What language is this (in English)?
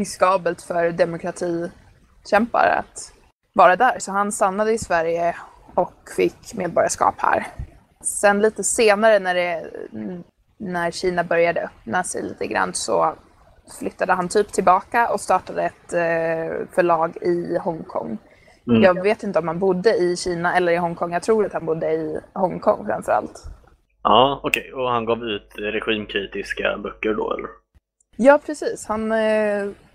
Swedish